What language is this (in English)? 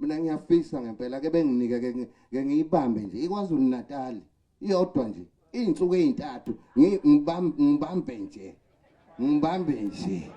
Zulu